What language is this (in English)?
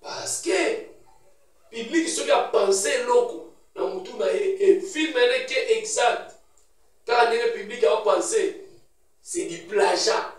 Lingala